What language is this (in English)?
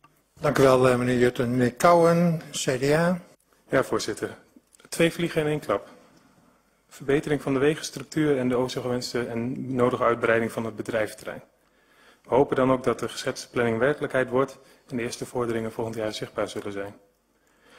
Dutch